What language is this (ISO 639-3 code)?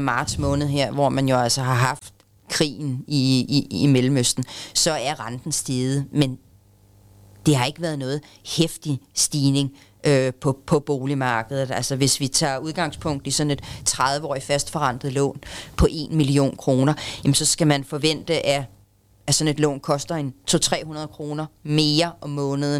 dan